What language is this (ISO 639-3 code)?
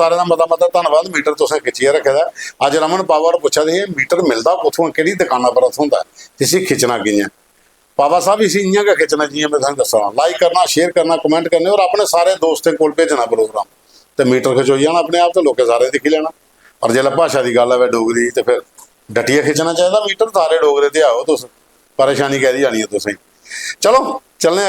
doi